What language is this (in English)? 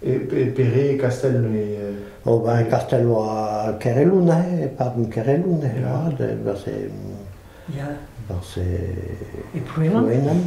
Breton